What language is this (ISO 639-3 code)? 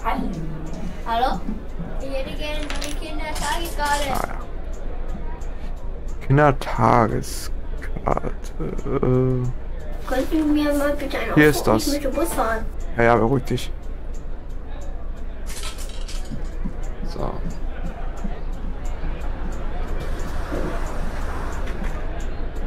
deu